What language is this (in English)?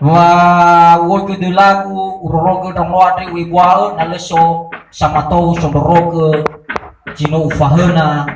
Nias